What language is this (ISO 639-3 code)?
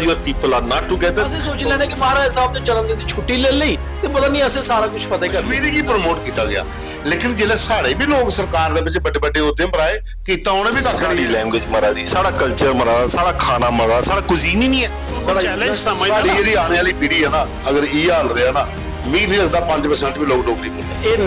doi